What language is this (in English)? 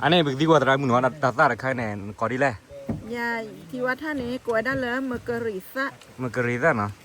S'gaw Karen